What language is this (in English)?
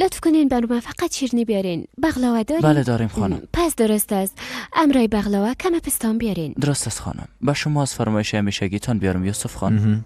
Persian